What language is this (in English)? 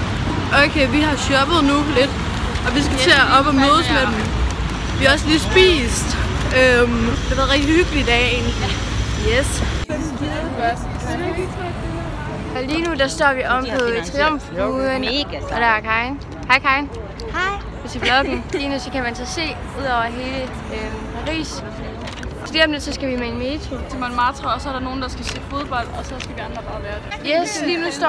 Danish